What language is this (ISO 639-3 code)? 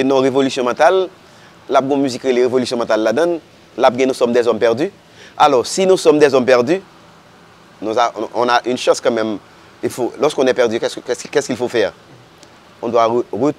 hat